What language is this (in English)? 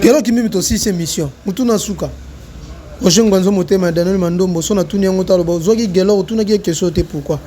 Lingala